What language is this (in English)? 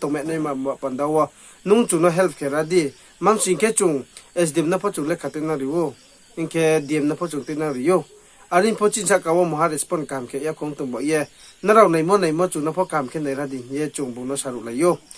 Riang (India)